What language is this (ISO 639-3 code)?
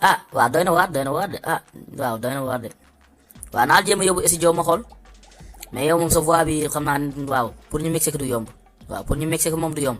wol